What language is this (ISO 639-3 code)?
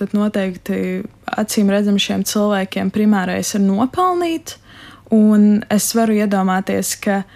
lav